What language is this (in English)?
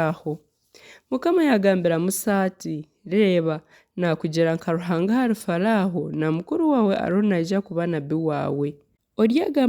Nyankole